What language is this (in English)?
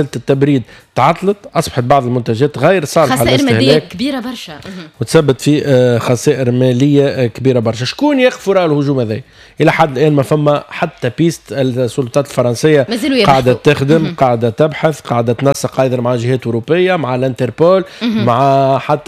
Tunisian Arabic